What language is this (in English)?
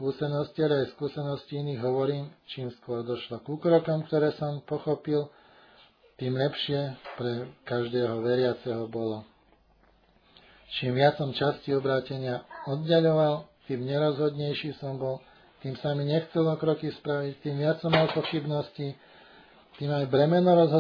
Slovak